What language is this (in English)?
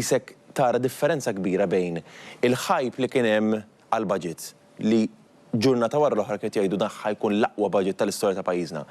Maltese